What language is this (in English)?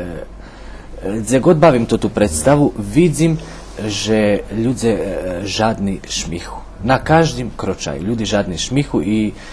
Rusyn